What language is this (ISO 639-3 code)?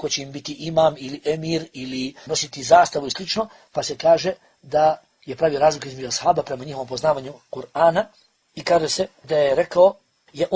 bos